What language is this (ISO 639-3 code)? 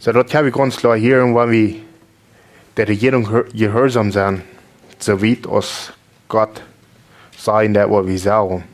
pdt